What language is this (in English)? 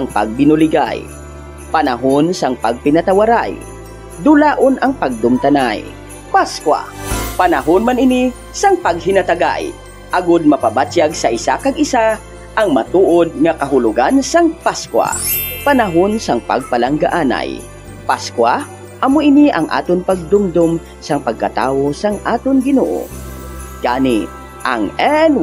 Hiligaynon